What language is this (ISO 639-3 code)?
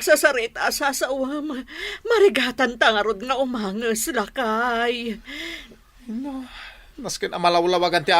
ilo